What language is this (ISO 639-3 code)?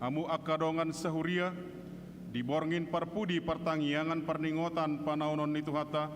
bbc